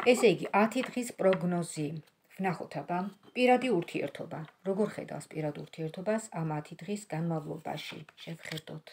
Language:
Georgian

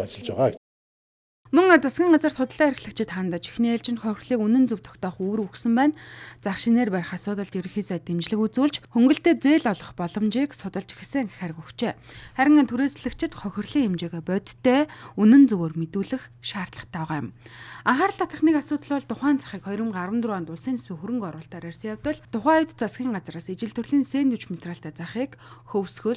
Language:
Mongolian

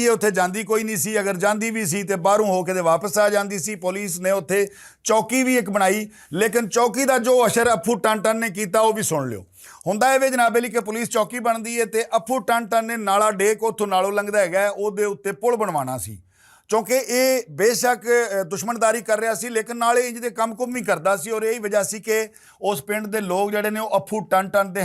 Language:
Western Panjabi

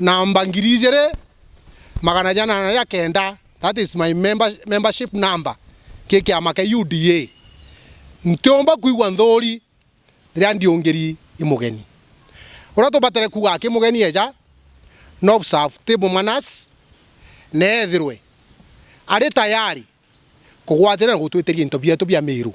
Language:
Meru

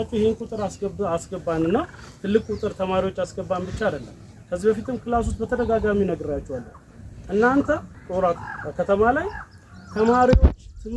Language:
Amharic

